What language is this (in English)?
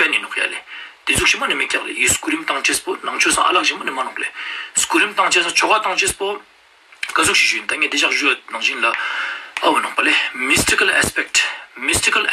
Ladakhi